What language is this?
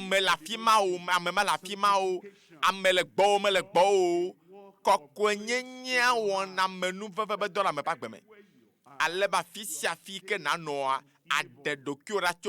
Ewe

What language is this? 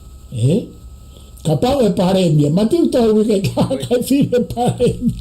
Tongan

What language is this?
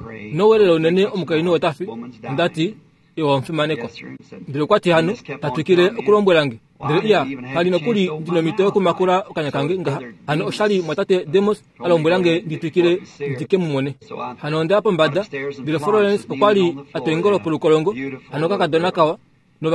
Kuanyama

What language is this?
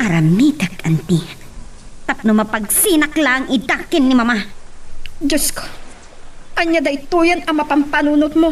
Iloko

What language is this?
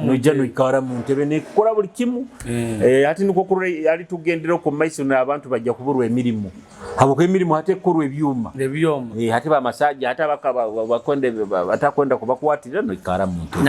Nyoro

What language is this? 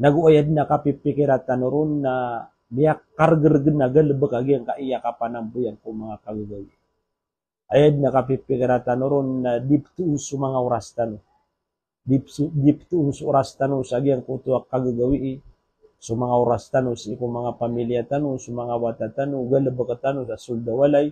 Maranao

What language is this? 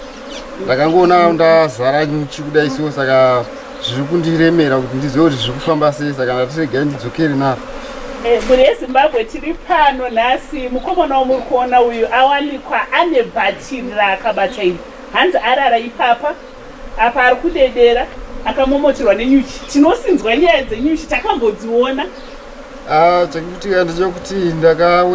Shona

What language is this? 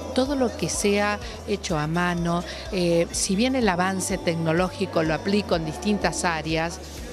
Spanish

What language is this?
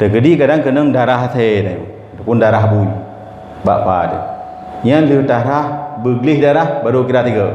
Achinese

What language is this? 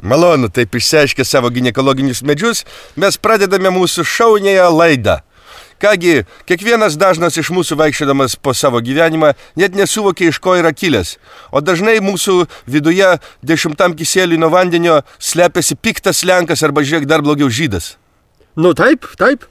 Lithuanian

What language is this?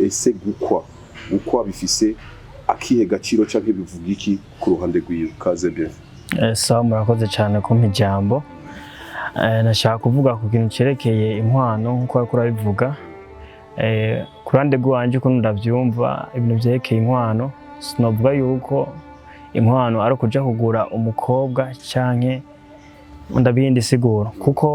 Rundi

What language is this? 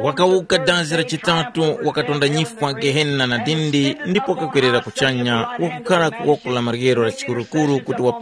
Tumbuka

